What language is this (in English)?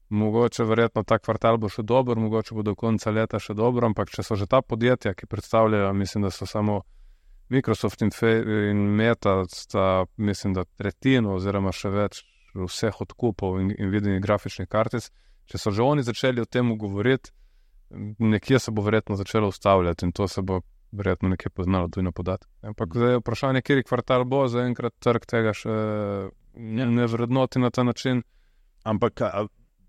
Slovenian